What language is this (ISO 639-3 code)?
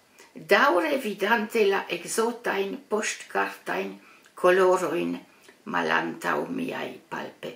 epo